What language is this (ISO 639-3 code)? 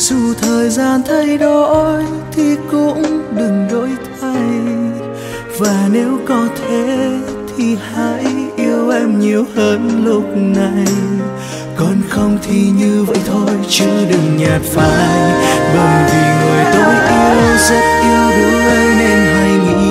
vie